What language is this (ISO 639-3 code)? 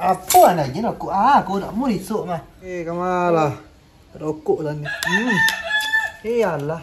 min